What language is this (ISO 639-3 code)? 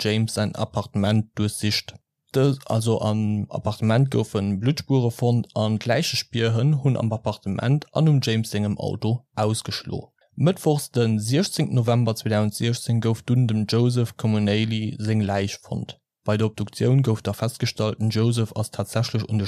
ltz